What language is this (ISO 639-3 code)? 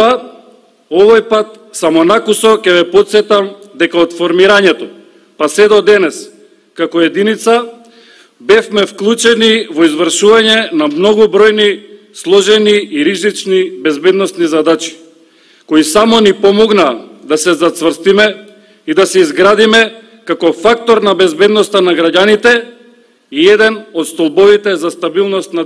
mkd